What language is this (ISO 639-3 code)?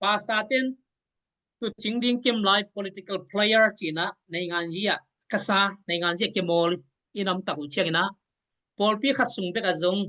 ctd